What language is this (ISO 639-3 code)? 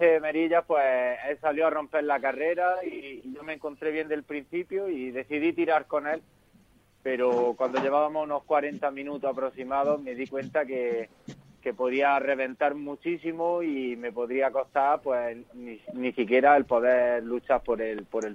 spa